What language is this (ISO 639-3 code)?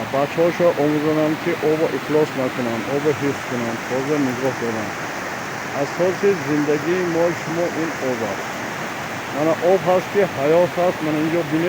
tgk